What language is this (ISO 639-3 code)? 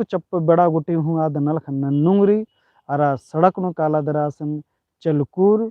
kru